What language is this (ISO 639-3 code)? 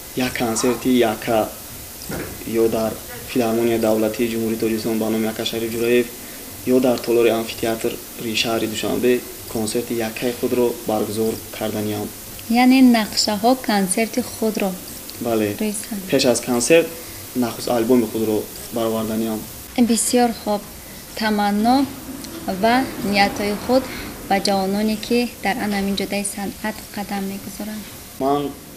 tgk